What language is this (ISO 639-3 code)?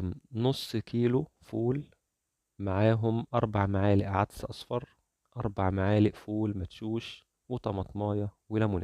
arz